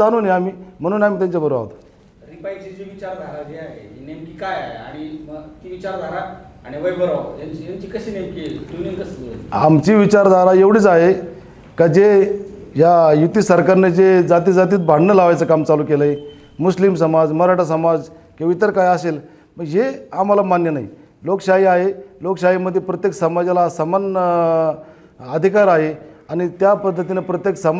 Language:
Marathi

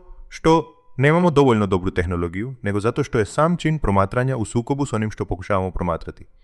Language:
Croatian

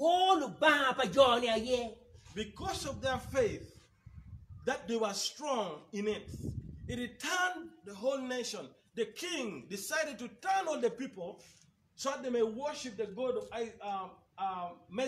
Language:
Acoli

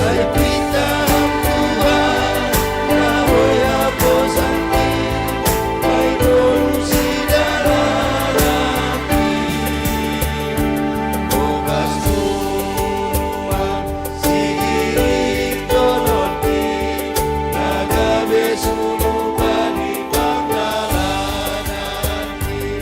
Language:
Batak Simalungun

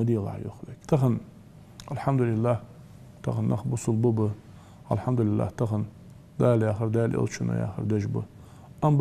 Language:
Ingush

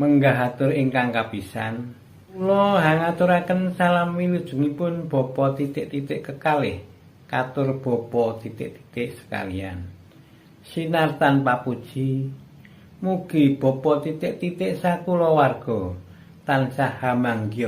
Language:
Javanese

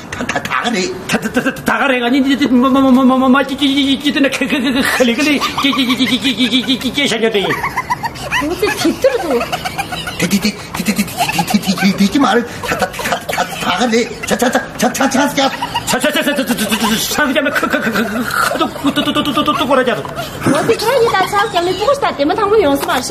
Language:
Tibetan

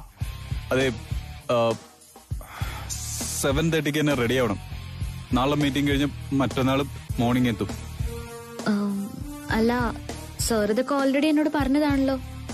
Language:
Malayalam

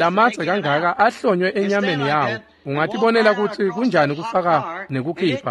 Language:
Swati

